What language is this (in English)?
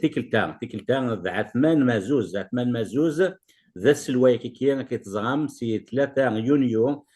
Kabyle